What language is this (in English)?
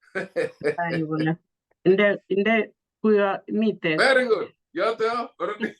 Kalenjin